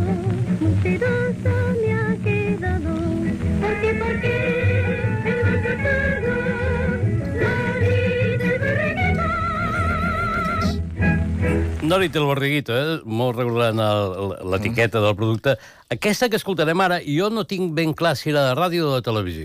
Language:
Catalan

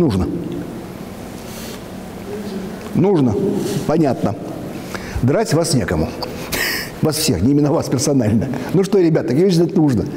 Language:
Russian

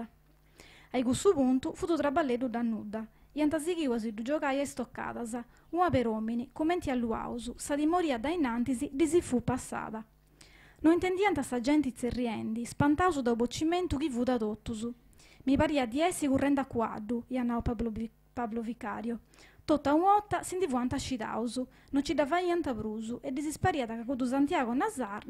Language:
Sardinian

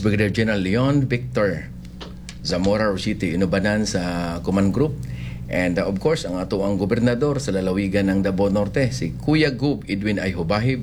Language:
Cebuano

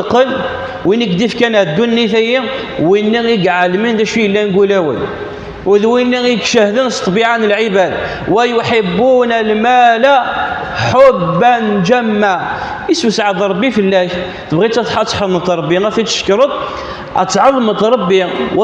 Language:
Kabyle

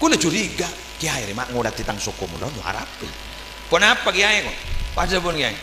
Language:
Madurese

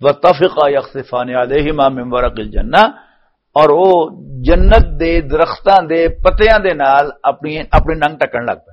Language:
Western Panjabi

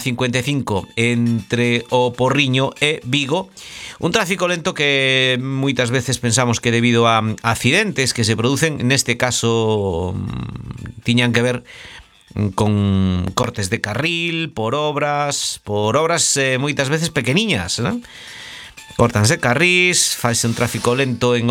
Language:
Galician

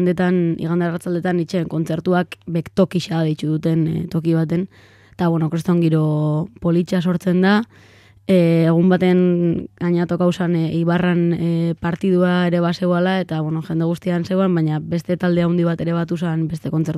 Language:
Basque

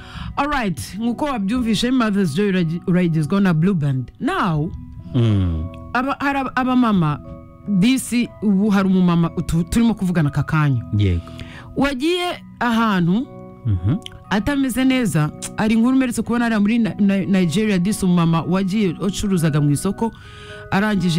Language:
Kinyarwanda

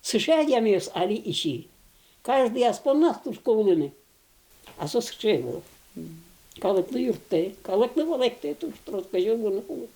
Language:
Udmurt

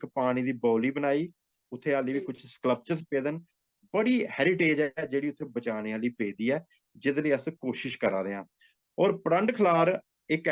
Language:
Dogri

